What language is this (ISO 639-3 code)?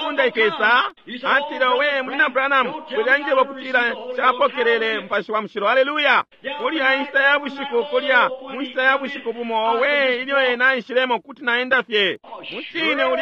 bem